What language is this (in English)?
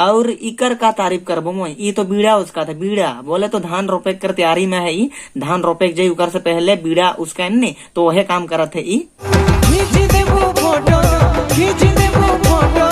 Sadri